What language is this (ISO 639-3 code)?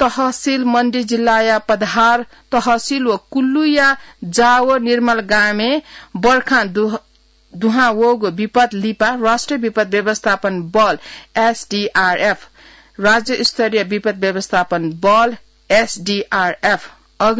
new